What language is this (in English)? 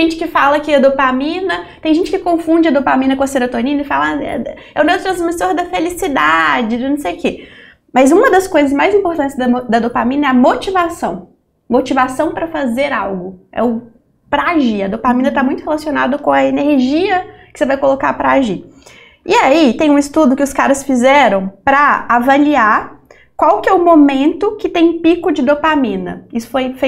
Portuguese